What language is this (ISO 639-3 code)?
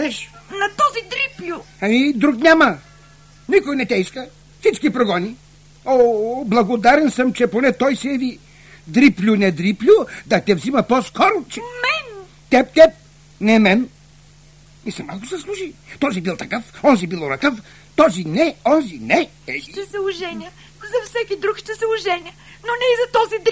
bul